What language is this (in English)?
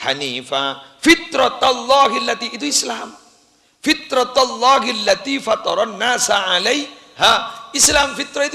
Madurese